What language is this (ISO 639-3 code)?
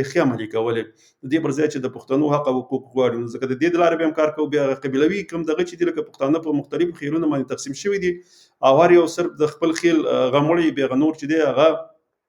pus